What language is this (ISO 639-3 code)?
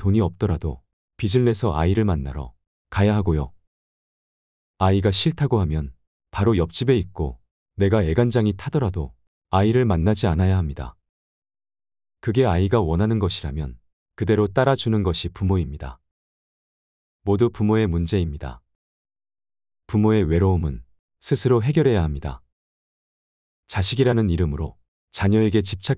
kor